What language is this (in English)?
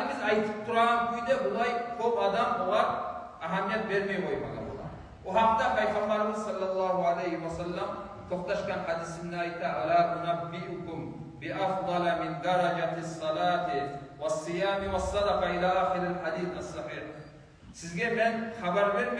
Kumyk